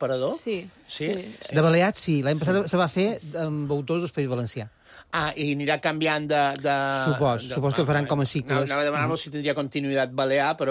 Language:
Catalan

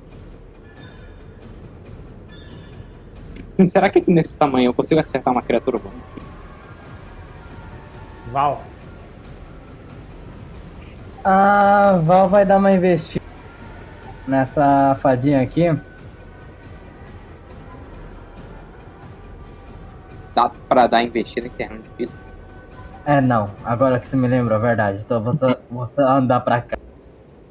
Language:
Portuguese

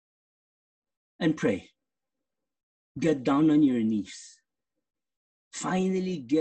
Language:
English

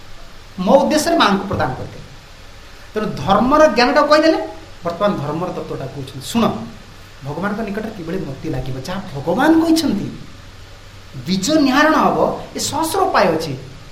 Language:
Odia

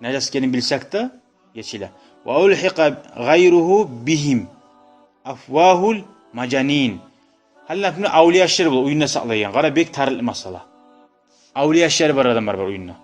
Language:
Kumyk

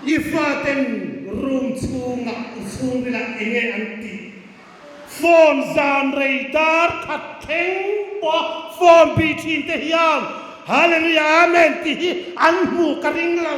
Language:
Hmar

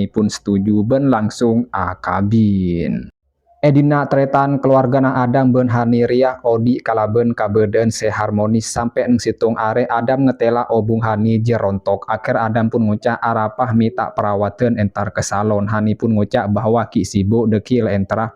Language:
Madurese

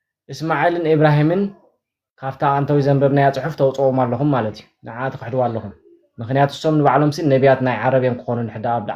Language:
Tigrinya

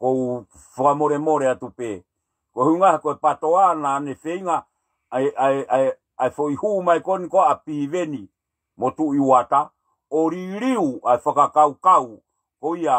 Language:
Tongan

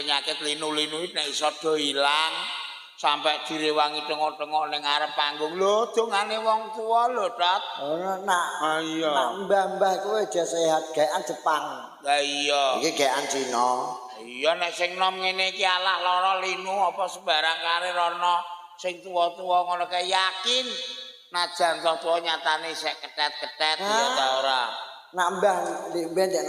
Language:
Javanese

